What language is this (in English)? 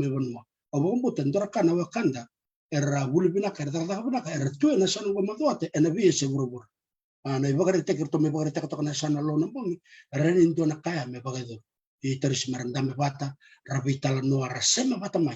Fijian